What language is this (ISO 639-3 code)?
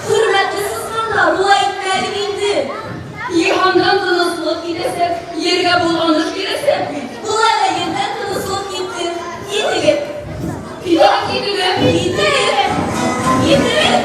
bak